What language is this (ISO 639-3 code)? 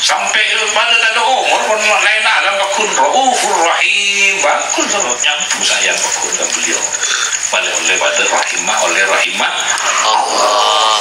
mad